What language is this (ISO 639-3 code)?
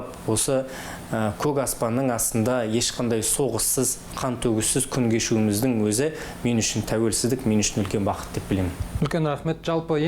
kaz